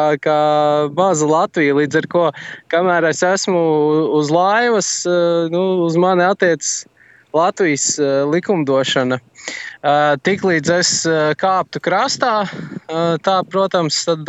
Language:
Latvian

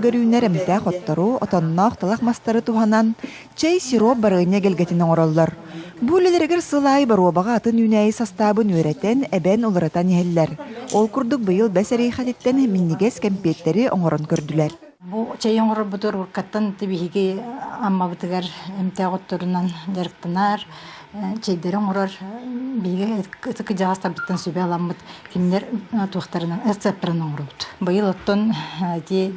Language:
Yakut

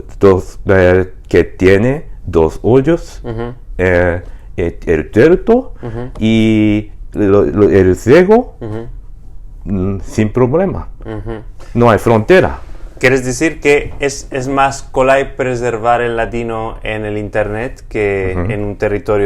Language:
Ladino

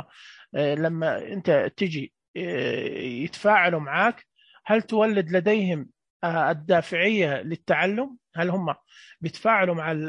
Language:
Najdi Arabic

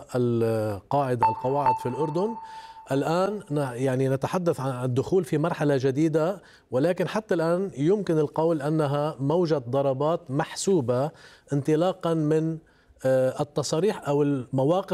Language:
Arabic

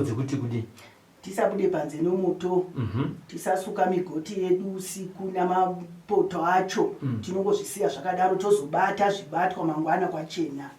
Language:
Shona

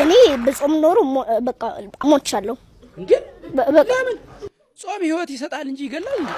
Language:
Amharic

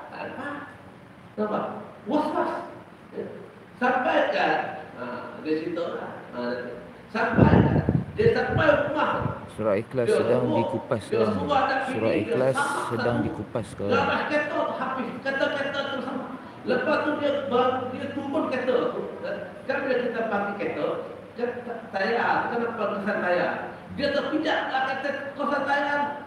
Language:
Malay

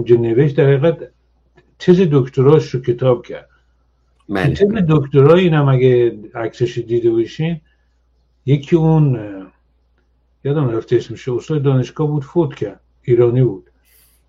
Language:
Persian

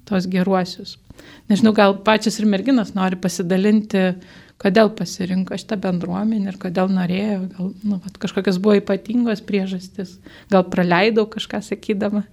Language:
Lithuanian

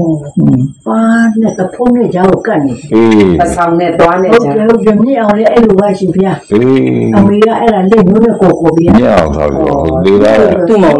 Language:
Burmese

